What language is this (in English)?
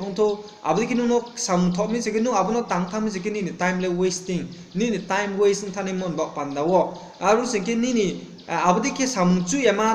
Riang (India)